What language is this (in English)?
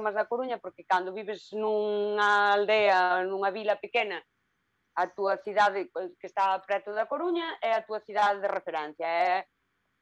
Galician